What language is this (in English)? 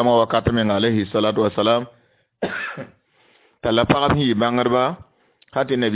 Mossi